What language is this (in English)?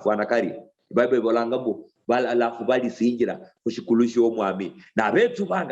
Luyia